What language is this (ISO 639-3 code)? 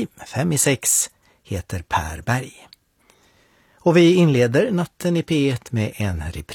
swe